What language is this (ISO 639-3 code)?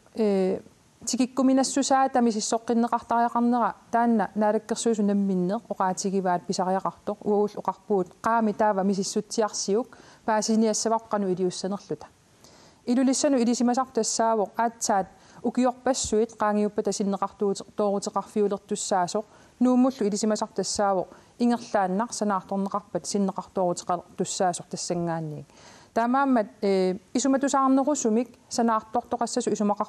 kal